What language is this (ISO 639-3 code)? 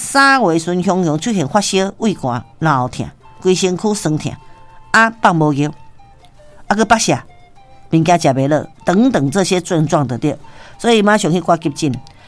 nan